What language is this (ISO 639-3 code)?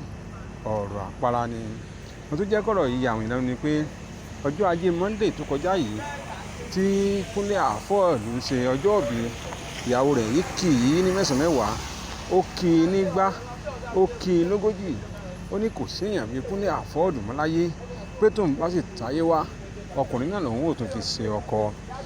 yor